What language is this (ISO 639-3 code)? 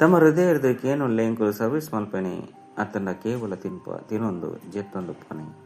tcy